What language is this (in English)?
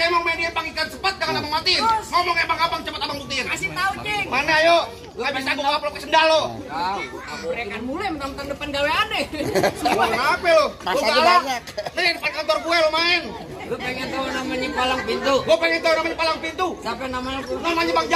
Betawi